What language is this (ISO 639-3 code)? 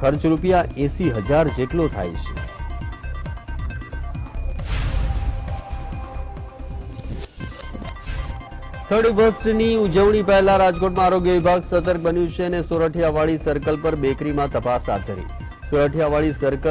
guj